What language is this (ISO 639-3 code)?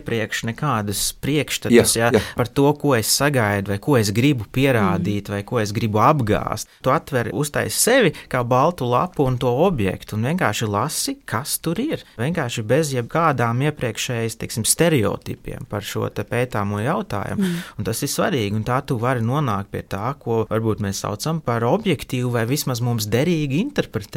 lav